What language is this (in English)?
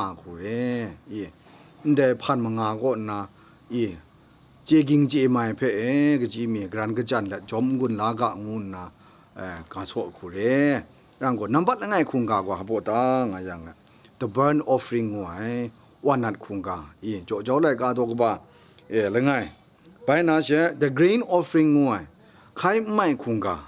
Kachin